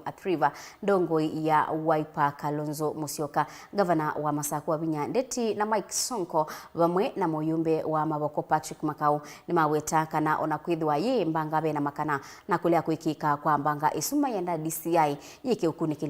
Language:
Kamba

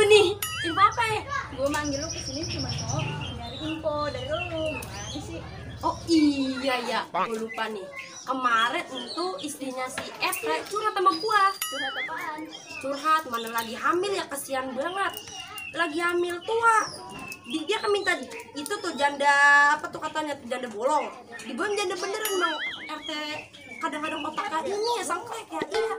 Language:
Betawi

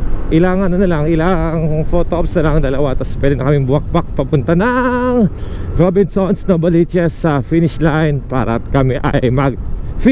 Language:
Filipino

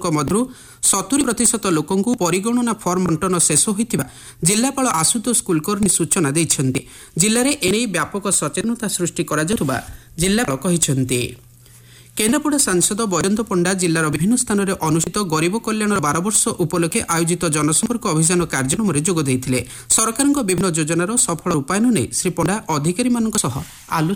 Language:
Odia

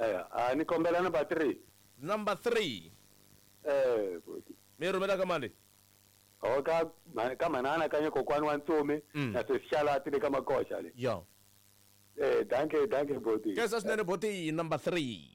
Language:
Tsonga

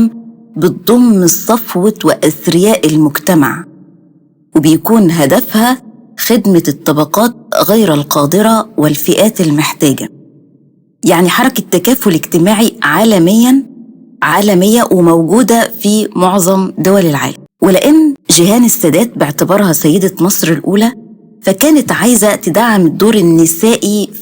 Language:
Egyptian Arabic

